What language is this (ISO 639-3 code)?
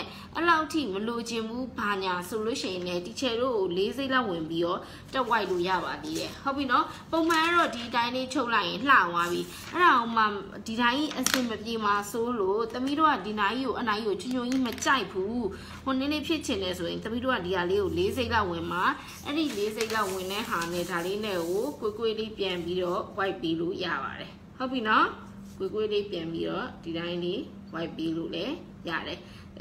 mya